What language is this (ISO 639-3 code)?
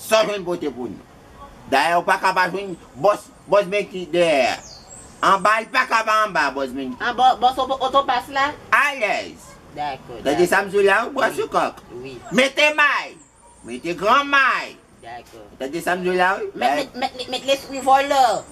hat